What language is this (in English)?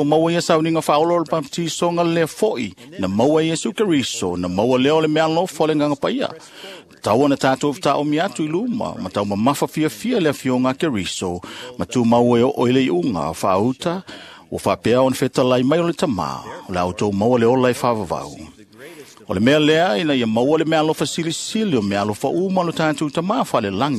Samoan